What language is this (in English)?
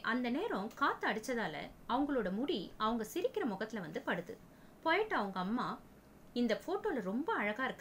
Tamil